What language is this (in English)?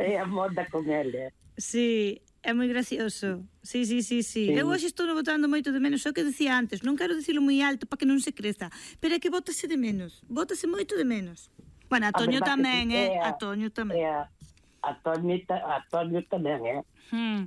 Galician